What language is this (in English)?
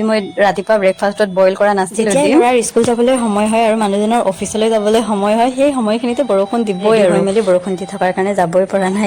Assamese